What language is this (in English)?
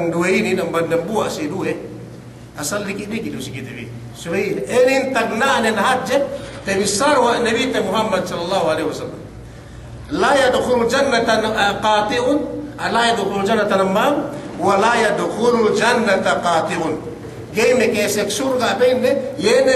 Yakan